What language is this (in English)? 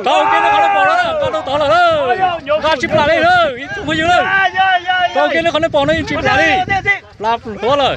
Hmong